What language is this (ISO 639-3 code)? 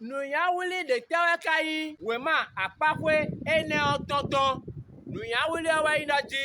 fon